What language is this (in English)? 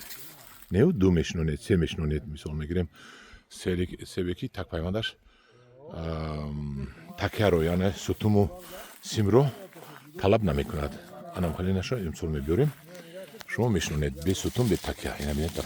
Tajik